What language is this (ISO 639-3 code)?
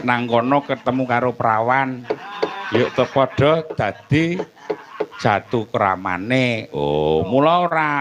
jav